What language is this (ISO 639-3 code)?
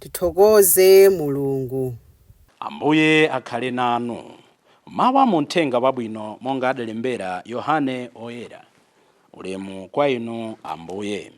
nya